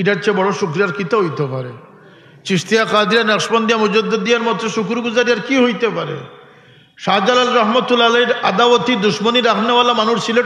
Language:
Sylheti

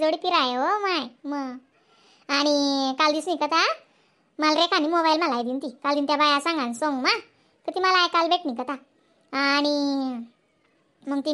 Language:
Khandesi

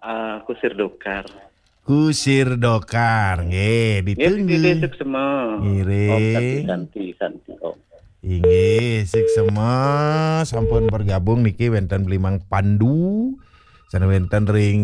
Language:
Balinese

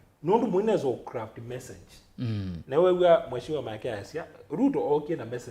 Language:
Kamba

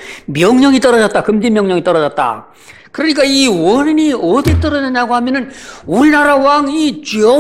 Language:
Korean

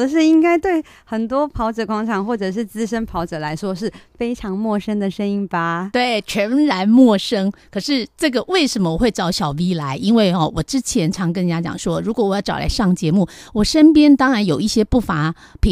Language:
Chinese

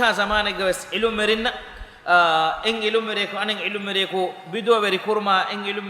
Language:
Divehi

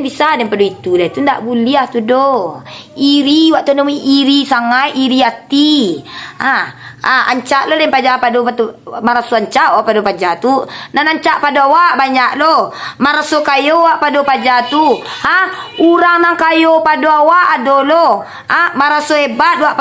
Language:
Minangkabau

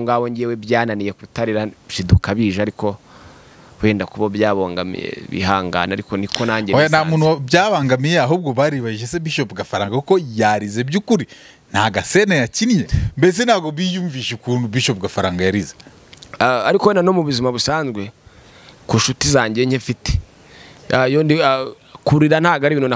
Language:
Kinyarwanda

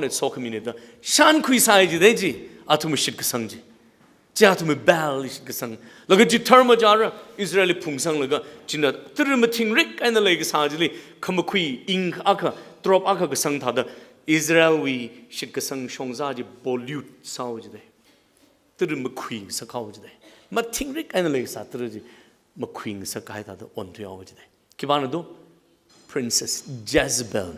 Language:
Tangkhul Naga (India)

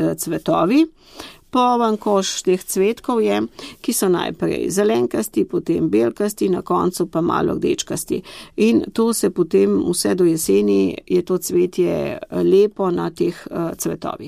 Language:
Slovenian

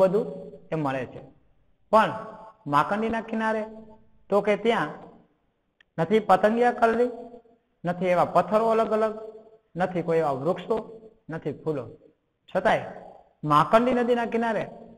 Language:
Gujarati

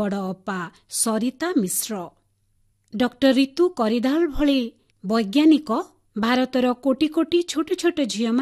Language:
Odia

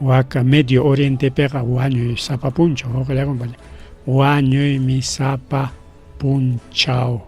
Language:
Ayacucho Quechua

